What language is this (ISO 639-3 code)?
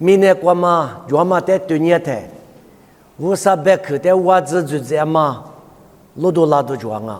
lis